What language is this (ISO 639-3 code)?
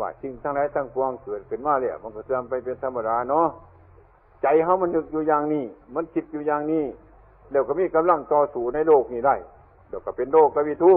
tts